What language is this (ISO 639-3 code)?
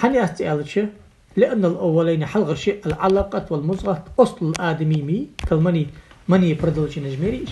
inh